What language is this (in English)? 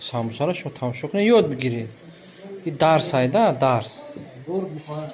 Tajik